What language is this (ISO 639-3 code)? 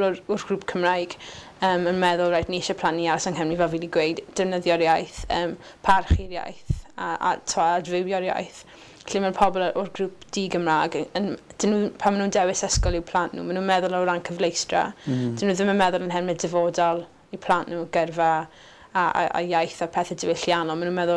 cym